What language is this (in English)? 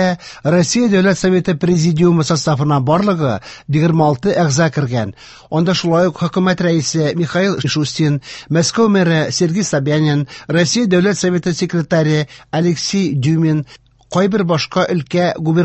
Tatar